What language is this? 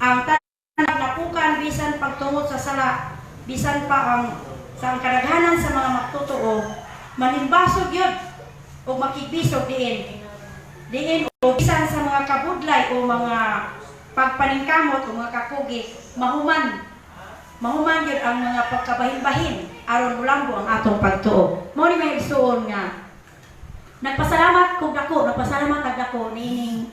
Cebuano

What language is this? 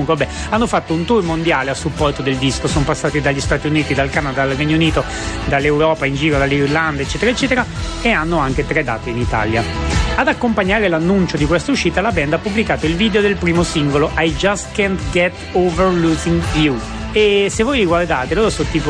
Italian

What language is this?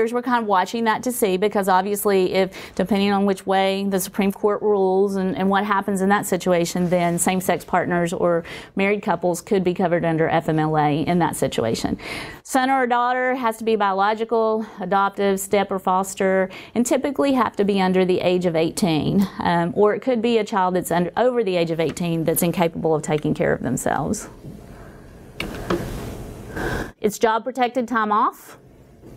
English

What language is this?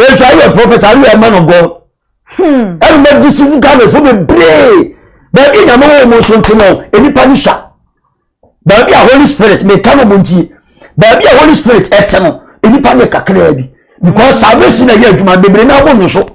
Akan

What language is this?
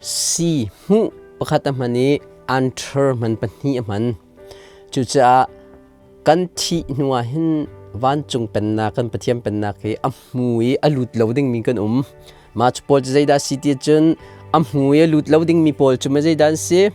Hakha Chin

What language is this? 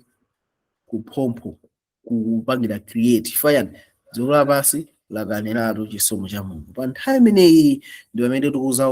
Nyanja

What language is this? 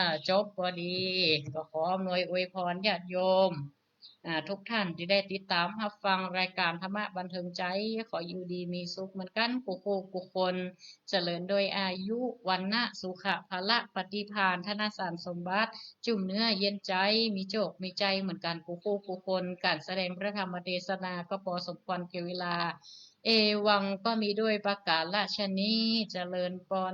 Northern Thai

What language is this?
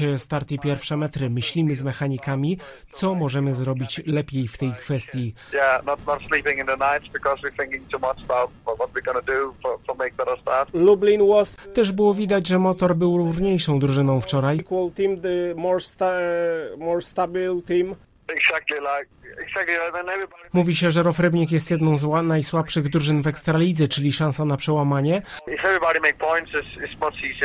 Polish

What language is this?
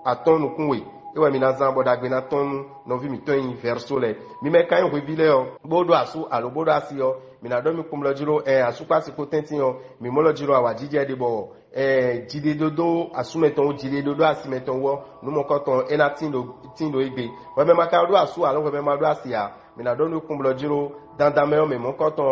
Fon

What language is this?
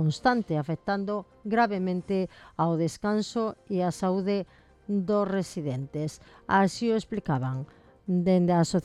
Galician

